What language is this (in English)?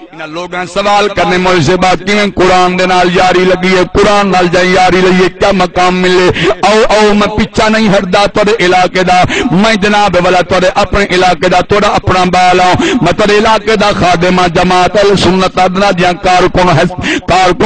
Saraiki